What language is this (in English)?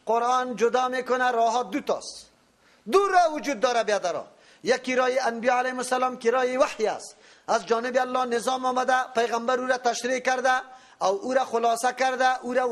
Persian